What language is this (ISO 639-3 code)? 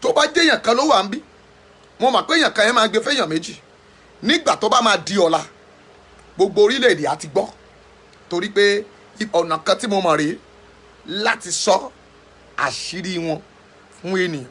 yor